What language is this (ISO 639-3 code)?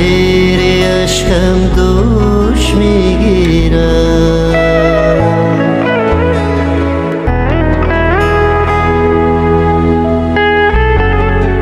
fas